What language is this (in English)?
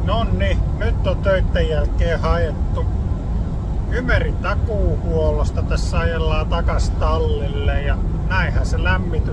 Finnish